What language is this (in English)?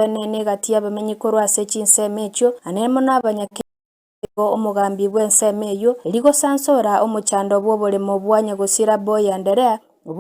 Gusii